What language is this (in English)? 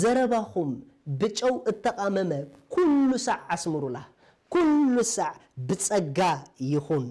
Tigrinya